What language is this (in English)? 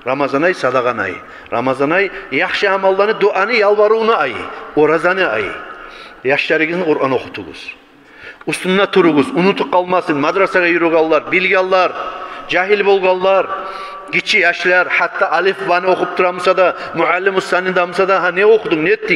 Kumyk